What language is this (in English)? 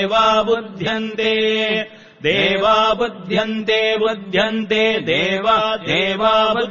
Sanskrit